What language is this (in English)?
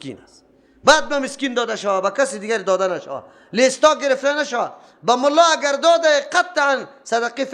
Persian